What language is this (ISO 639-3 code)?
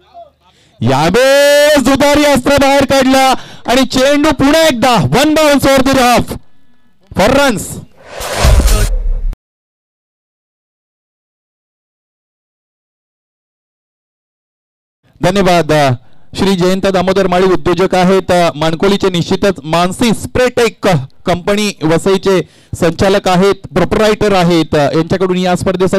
mar